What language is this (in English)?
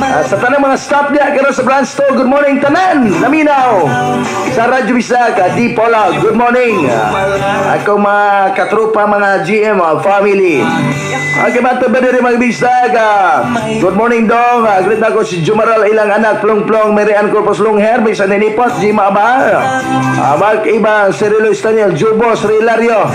Cebuano